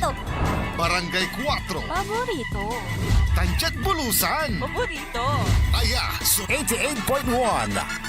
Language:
Pangasinan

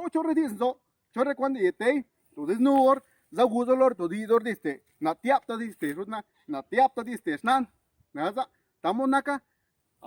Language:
Zapotec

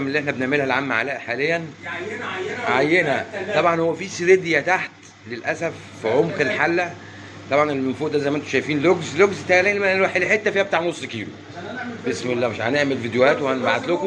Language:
Egyptian Arabic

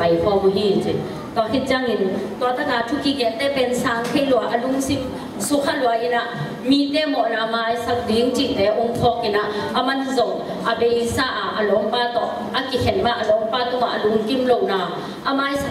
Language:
Tedim Chin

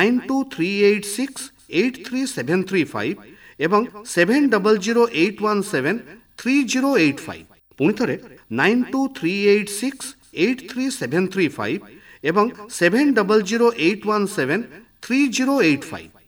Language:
Odia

